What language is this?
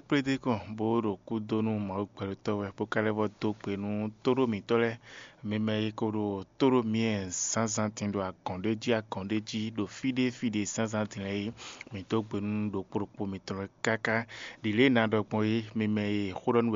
Fon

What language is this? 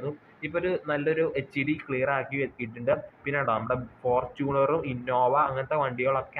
Malayalam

